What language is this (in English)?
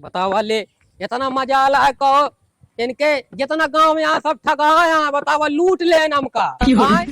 Awadhi